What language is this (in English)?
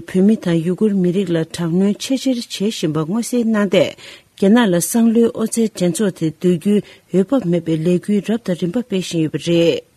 Tibetan